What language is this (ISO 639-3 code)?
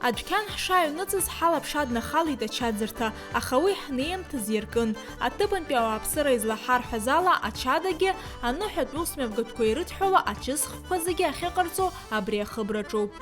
abk